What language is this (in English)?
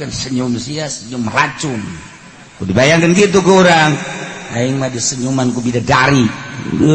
Sundanese